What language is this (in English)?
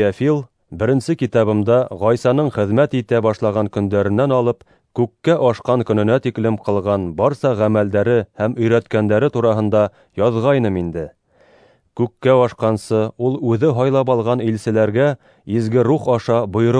Bashkir